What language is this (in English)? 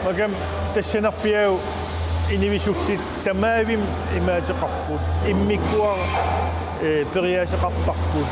Kalaallisut